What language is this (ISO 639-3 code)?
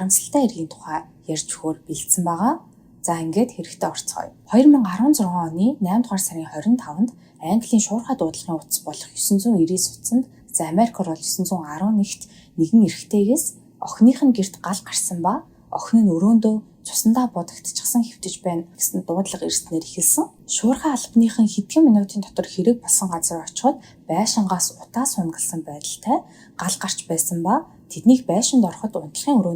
mon